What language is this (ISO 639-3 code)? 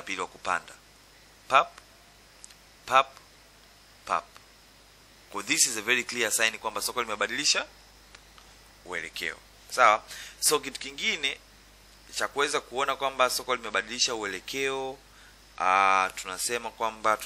swa